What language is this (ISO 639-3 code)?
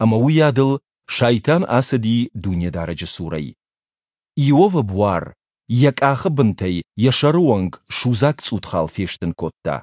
oss